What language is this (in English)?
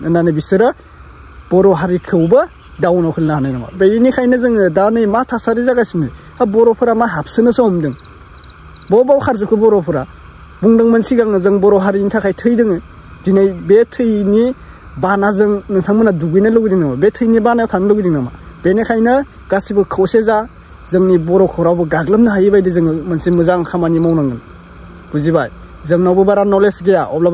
Bodo